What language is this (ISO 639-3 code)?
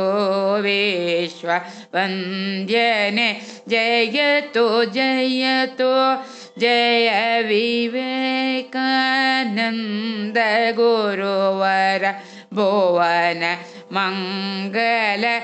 kan